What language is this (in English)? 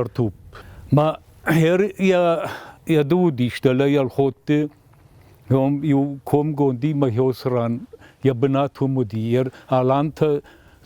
Ossetic